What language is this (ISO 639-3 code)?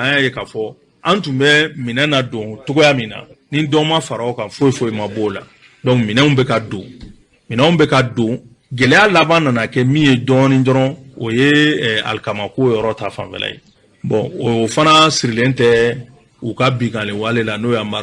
bam